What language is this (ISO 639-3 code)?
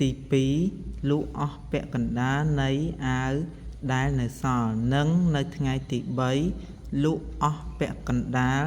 khm